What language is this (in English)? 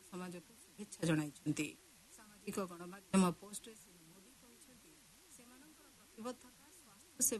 Odia